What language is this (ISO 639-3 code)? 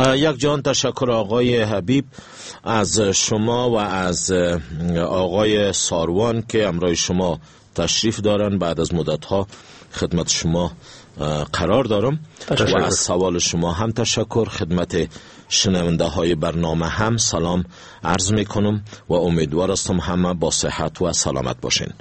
fas